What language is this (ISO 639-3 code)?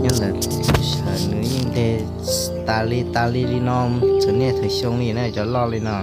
hmn